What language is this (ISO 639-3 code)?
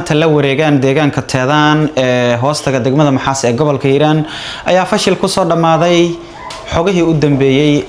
som